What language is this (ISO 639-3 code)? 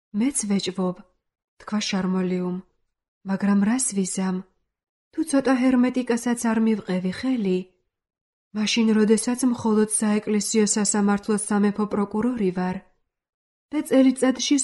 kat